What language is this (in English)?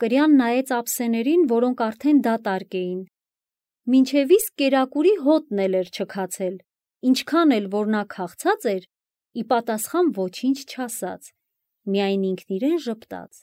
Armenian